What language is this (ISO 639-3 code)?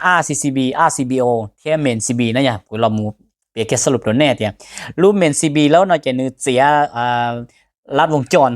hmn